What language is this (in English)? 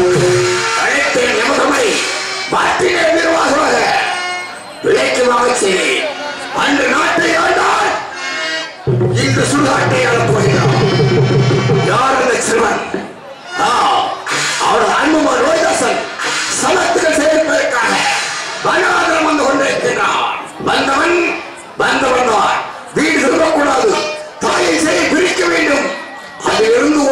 Tamil